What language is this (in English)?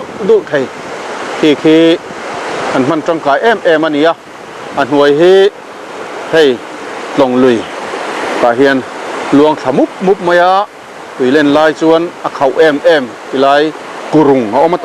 Mizo